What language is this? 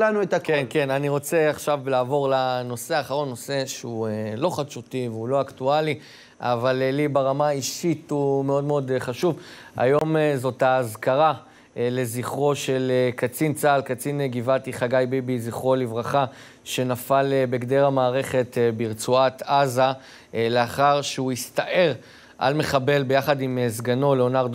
Hebrew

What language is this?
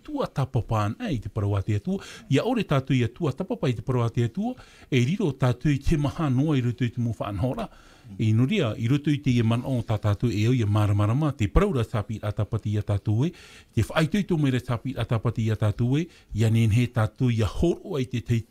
Tahitian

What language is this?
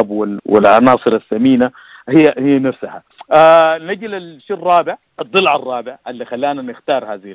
Sudanese Arabic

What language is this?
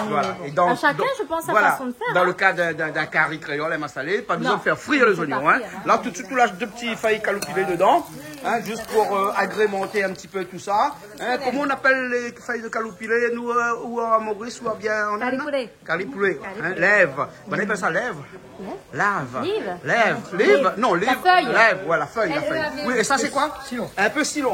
Réunion Creole French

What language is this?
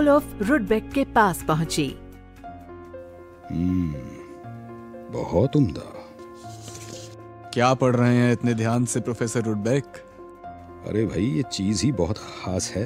Hindi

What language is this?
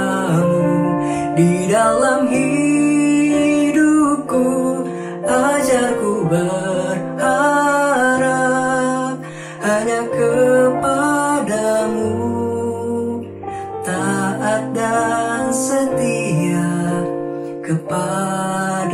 Indonesian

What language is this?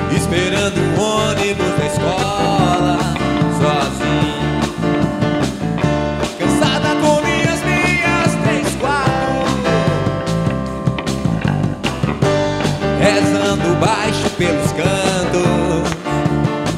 Portuguese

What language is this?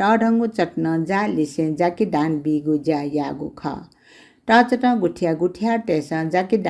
Newari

